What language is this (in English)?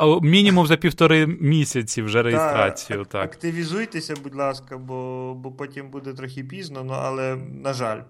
Ukrainian